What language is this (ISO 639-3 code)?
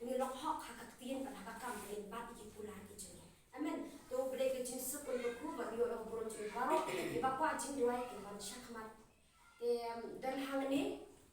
kha